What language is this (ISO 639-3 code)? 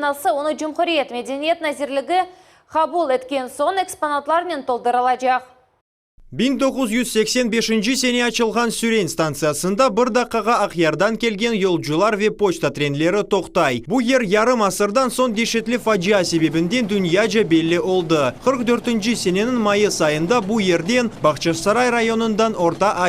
crh